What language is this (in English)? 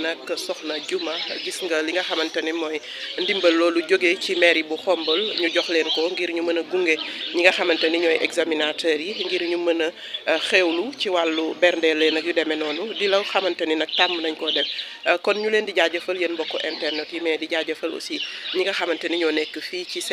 Wolof